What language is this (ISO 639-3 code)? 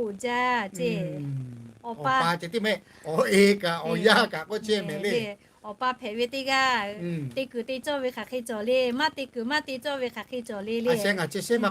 lhu